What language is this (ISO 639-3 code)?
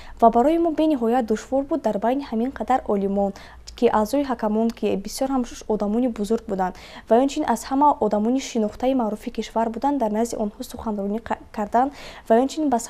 tgk